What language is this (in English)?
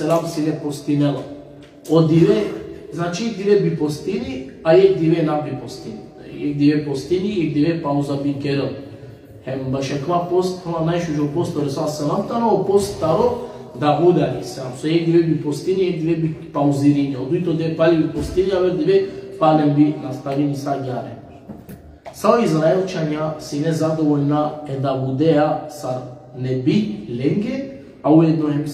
Balkan Romani